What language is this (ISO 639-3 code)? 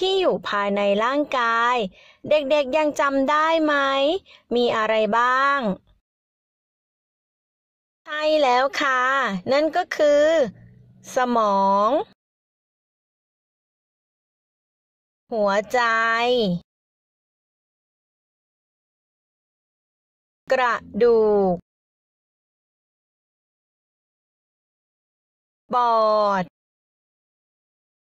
tha